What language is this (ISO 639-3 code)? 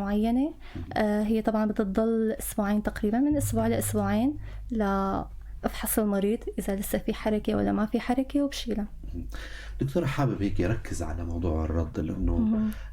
apc